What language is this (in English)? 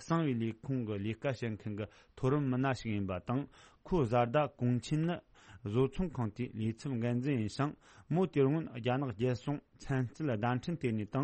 Tibetan